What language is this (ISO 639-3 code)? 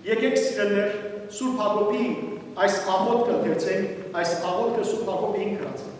hyw